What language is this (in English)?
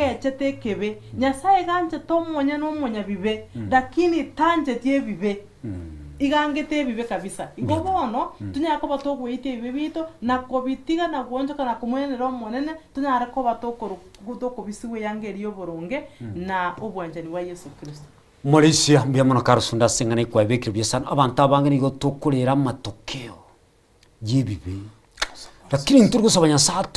Gusii